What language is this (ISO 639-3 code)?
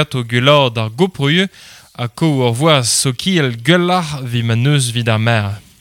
bre